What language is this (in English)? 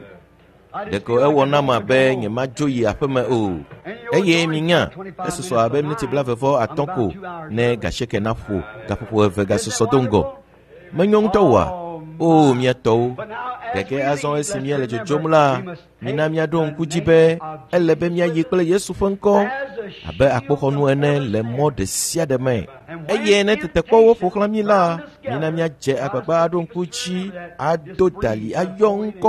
Ewe